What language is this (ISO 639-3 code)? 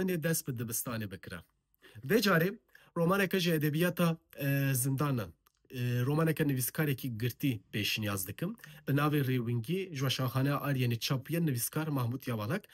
kur